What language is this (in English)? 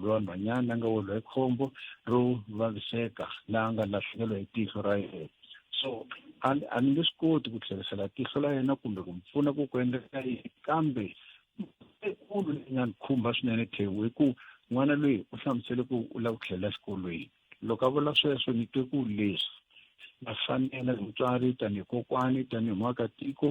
Tsonga